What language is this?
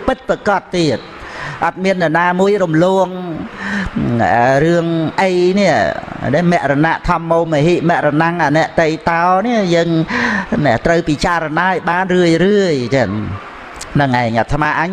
Khmer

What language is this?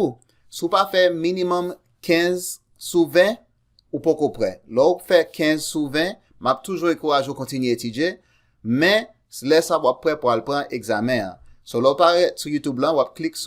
Haitian Creole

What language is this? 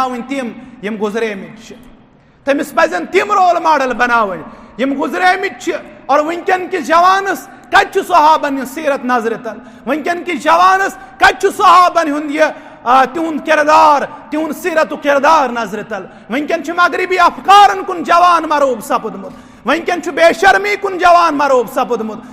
Kashmiri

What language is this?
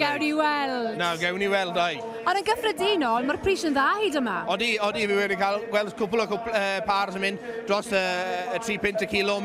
Welsh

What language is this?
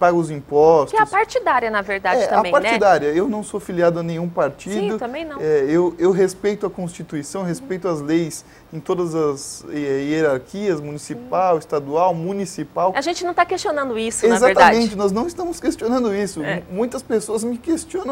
Portuguese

